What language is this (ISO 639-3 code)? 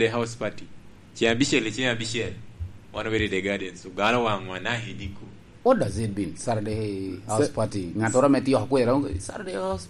laj